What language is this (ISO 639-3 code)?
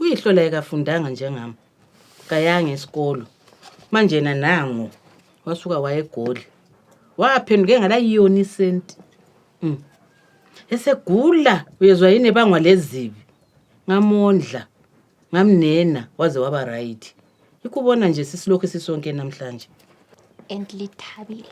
nde